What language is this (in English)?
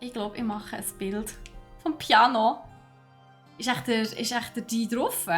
Swiss German